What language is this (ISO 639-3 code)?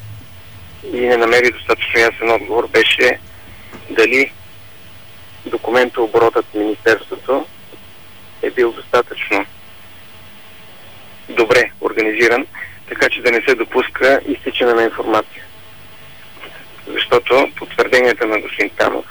bul